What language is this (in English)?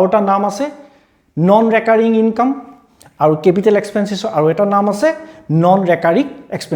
Assamese